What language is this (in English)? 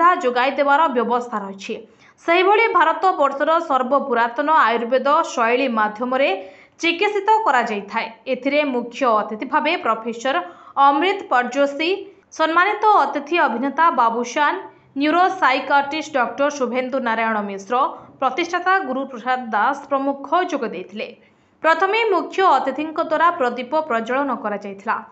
Odia